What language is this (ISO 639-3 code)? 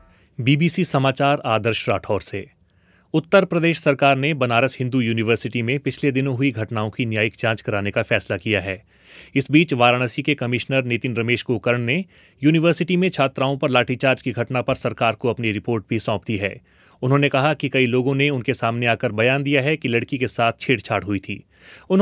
hin